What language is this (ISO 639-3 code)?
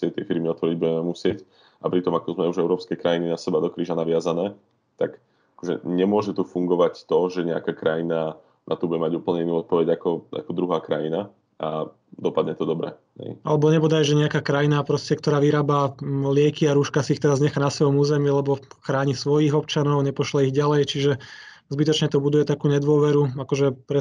slk